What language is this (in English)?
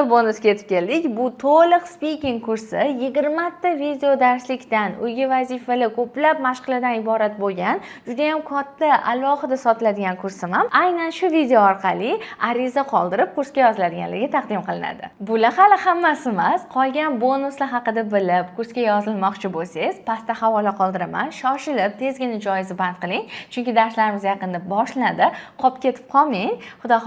Uzbek